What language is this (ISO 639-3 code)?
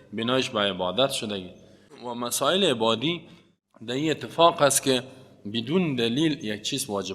fas